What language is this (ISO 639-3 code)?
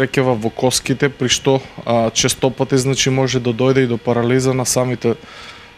mkd